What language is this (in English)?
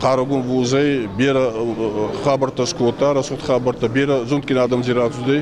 Ossetic